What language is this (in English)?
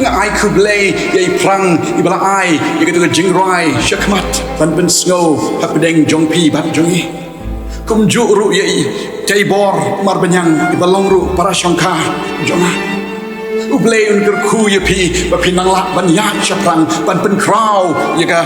Khasi